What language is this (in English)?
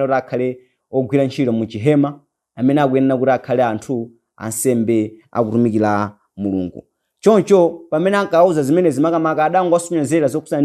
Nyanja